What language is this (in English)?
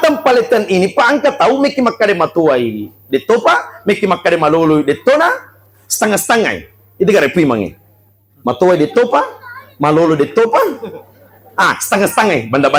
Buginese